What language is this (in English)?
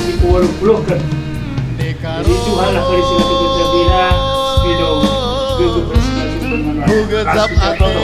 Batak Karo